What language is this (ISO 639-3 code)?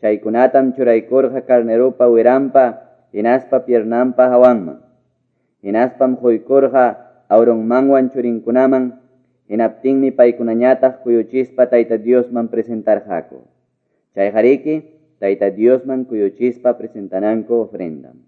que